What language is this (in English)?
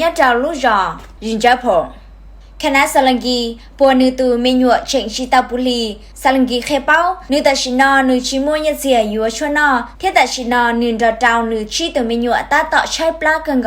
Hmong